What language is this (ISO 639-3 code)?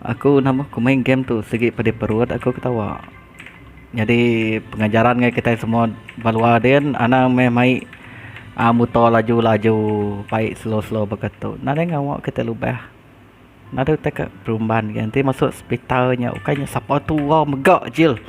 iba